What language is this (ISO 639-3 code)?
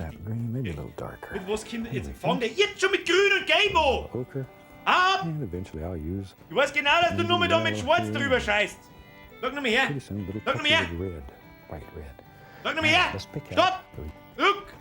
bar